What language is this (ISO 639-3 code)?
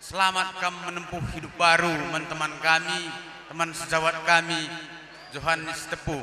btx